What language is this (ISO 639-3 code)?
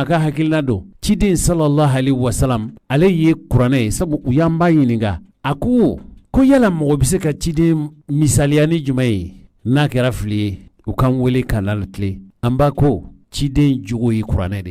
bam